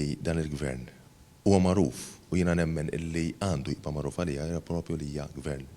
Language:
Maltese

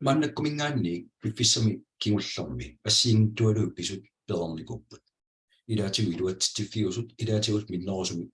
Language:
Kalaallisut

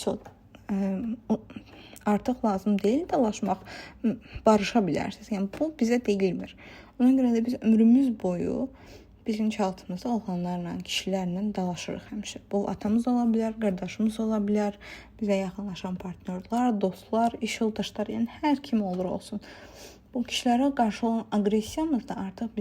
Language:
Azerbaijani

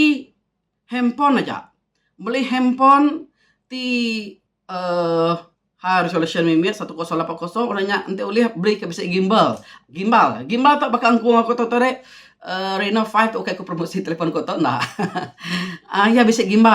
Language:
Iban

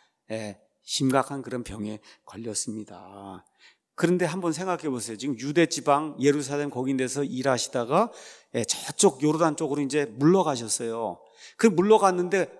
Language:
Korean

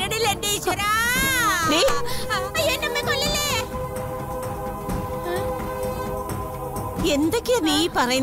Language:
Malayalam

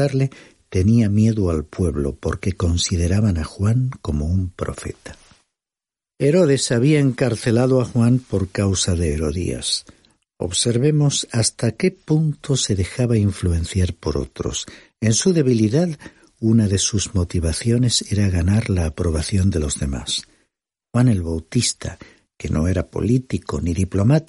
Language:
Spanish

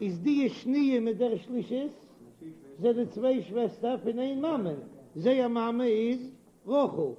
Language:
Yiddish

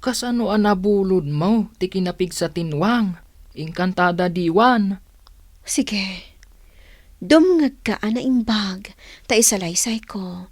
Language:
Iloko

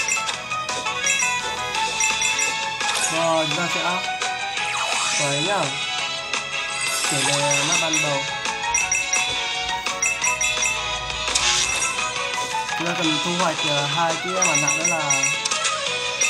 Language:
Vietnamese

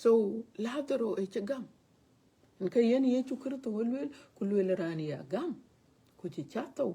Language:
Dinka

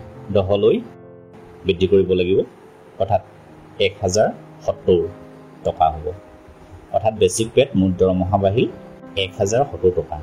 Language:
Assamese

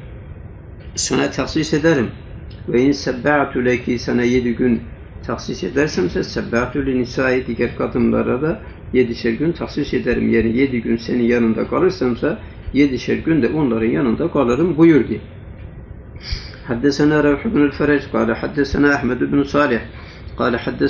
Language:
Turkish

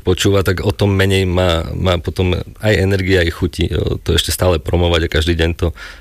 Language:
Slovak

